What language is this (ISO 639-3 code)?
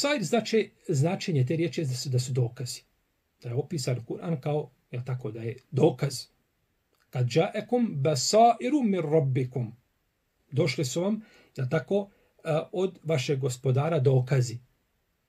bos